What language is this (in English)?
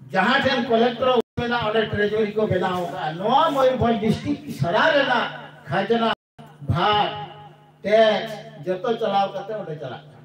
Santali